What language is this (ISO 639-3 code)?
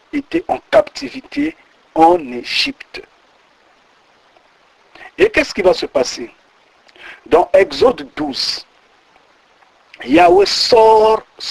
fra